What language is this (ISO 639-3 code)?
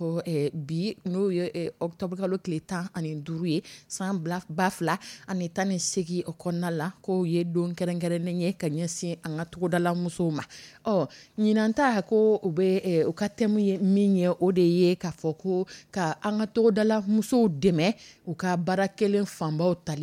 dyu